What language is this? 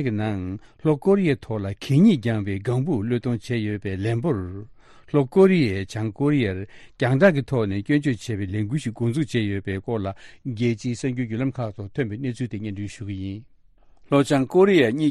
Tibetan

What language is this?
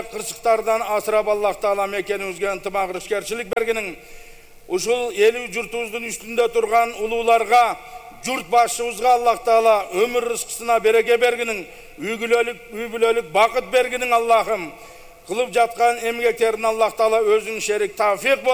Kyrgyz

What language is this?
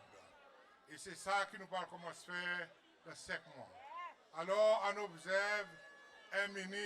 Seselwa Creole French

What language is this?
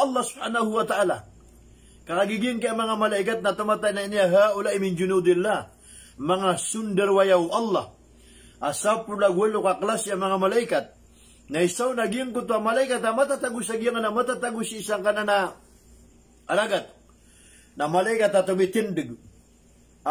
Maranao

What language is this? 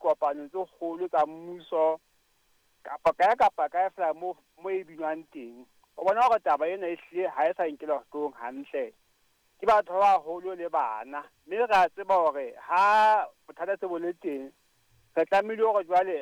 Southern Sotho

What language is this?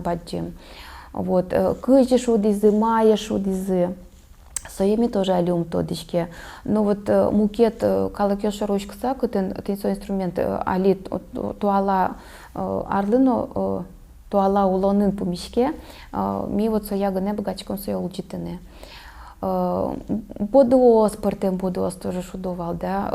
Udmurt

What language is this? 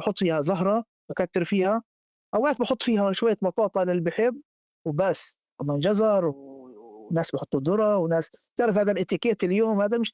North Levantine Arabic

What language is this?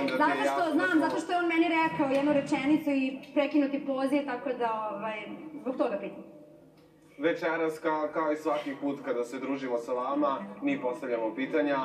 Serbian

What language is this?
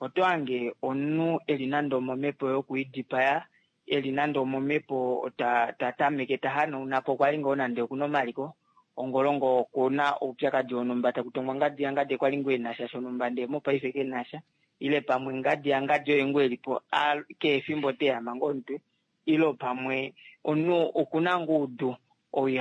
Kuanyama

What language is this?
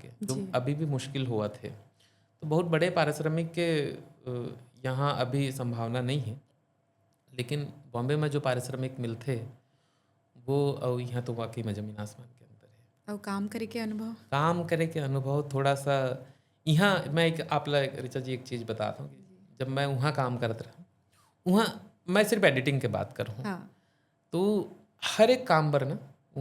Chhattisgarhi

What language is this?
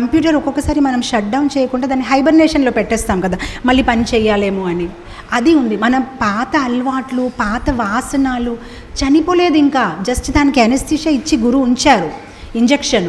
Telugu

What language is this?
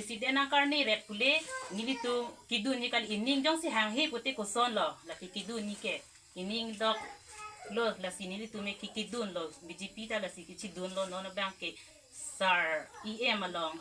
Karbi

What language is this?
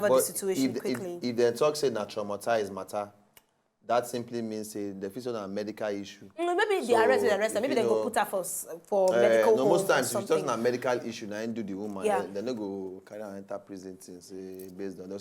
Nigerian Pidgin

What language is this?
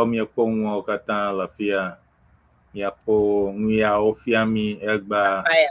Ewe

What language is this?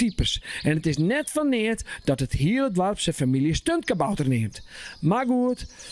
Western Frisian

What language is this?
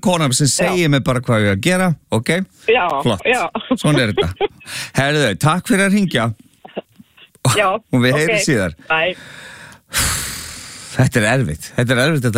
Icelandic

